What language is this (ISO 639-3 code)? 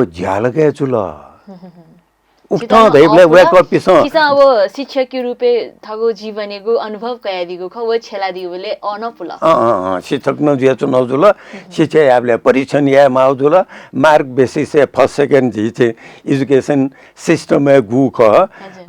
new